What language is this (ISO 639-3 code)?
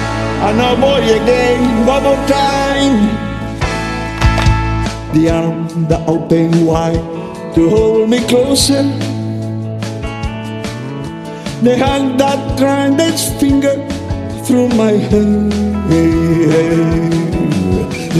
eng